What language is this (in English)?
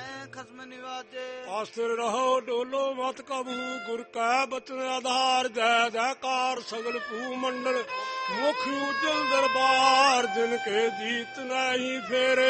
Punjabi